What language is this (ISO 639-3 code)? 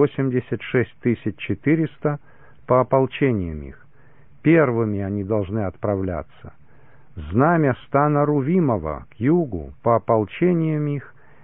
rus